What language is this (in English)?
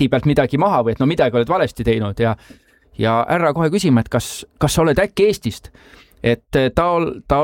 Estonian